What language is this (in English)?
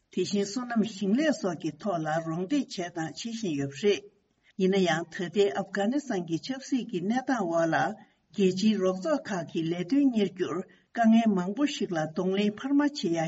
Tibetan